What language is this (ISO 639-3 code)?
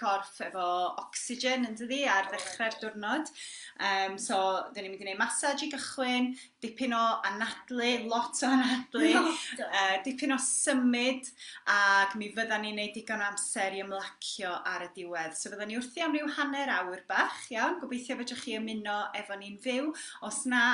cym